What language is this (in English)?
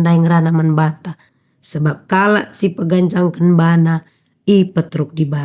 Batak Karo